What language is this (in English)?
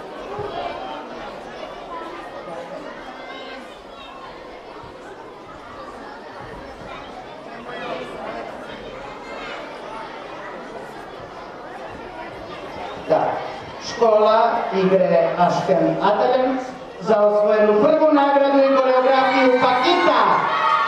Serbian